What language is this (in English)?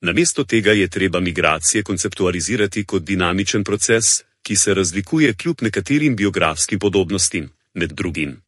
Slovenian